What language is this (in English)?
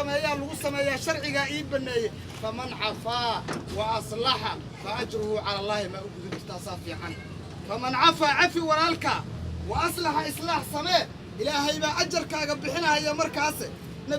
Somali